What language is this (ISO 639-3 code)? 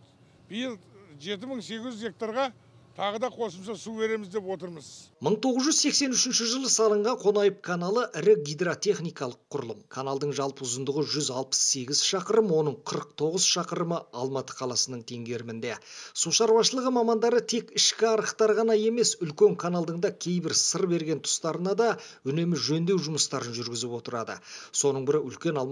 kaz